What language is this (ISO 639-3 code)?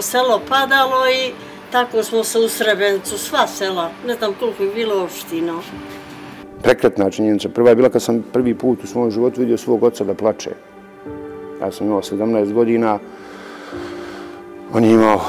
bos